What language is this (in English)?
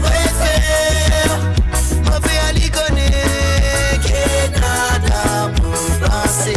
Morisyen